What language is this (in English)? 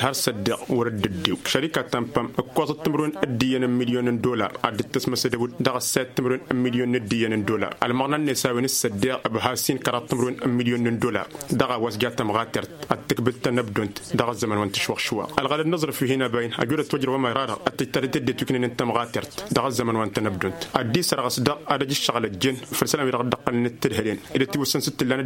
Tamasheq